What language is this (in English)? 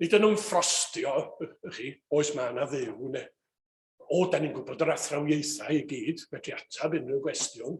Welsh